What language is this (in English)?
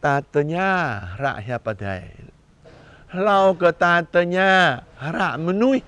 Jarai